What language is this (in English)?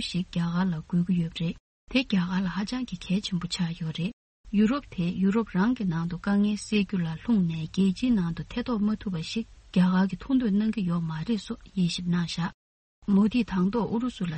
Tibetan